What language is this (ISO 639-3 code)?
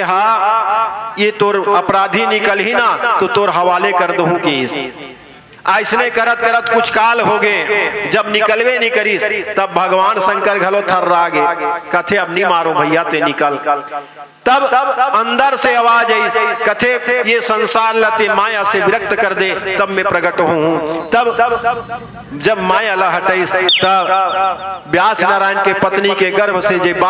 hne